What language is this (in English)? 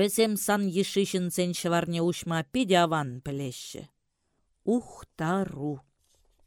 Chuvash